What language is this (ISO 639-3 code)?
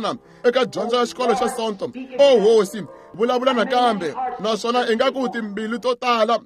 tso